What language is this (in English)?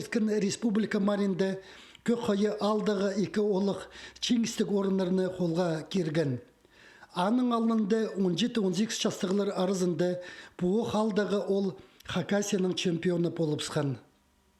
Khakas